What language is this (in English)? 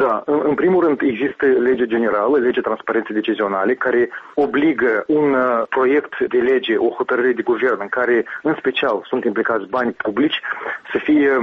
Romanian